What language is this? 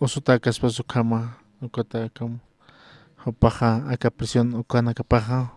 Aymara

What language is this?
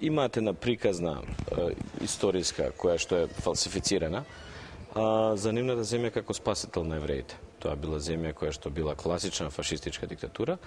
Macedonian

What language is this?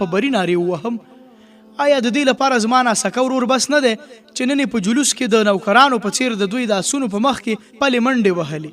Pashto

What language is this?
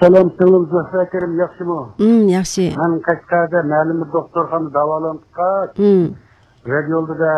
Uyghur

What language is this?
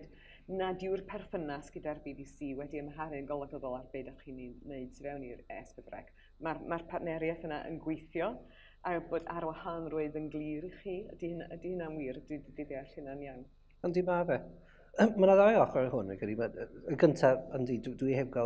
Welsh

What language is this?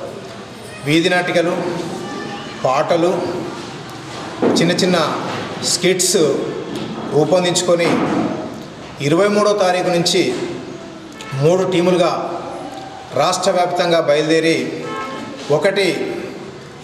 Telugu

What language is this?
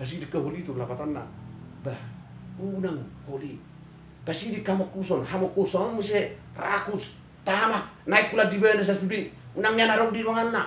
Batak Toba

